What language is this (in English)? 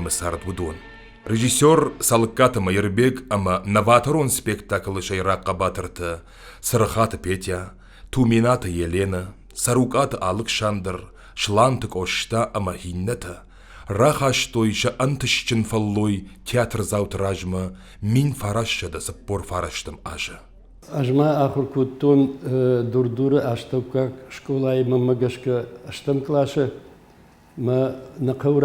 Ossetic